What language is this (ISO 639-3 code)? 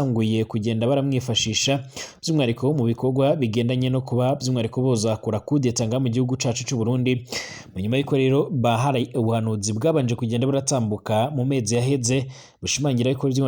run